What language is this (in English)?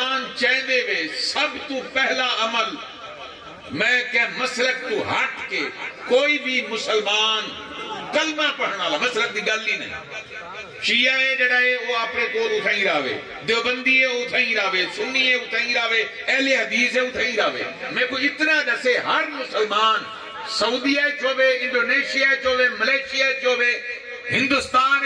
Saraiki